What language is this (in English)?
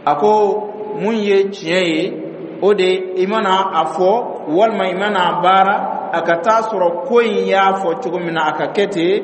Dyula